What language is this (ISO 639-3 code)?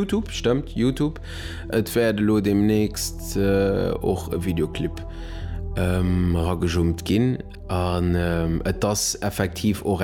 ltz